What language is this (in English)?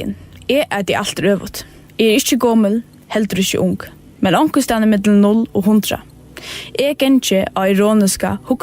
Faroese